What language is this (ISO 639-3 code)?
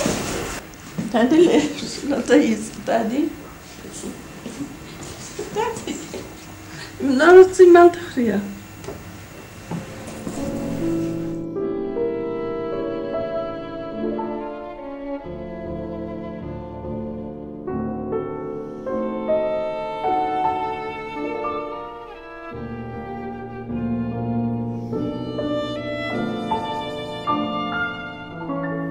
heb